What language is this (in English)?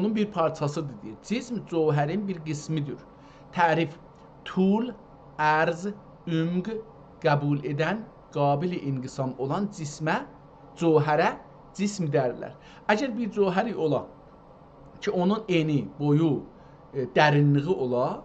South Azerbaijani